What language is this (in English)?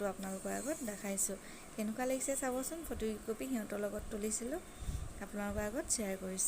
Assamese